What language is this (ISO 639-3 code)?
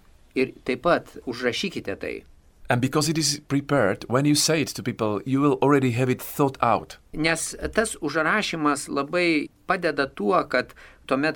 lit